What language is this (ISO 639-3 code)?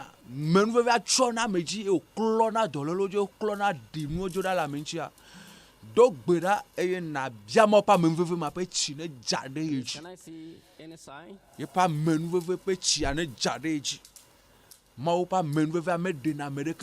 ewe